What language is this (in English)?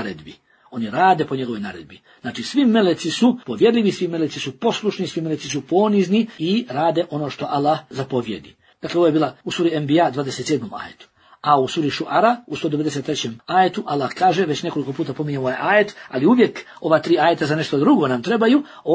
Bosnian